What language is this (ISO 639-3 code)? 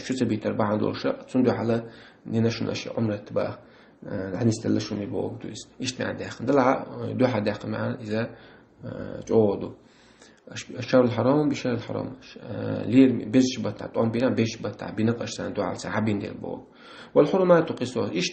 che